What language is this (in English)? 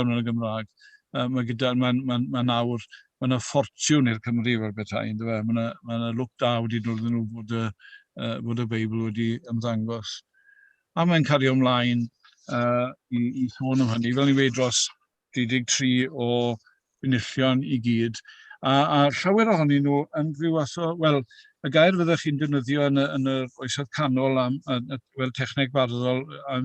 Welsh